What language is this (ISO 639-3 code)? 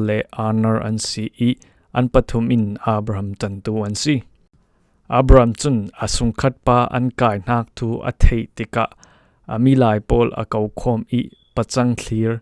cfm